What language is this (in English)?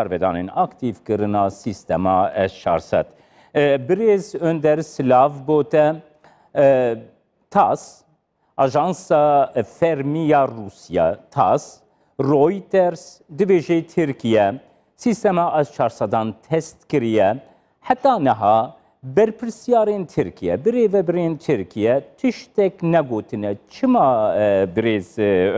Kurdish